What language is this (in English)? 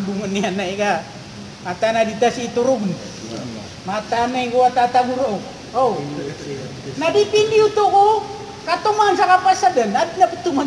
Maranao